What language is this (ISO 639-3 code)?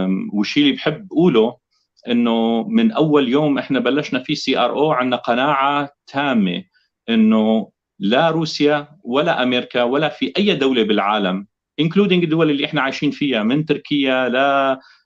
apc